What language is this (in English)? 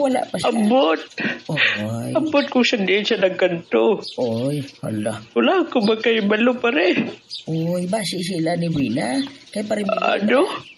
Hiligaynon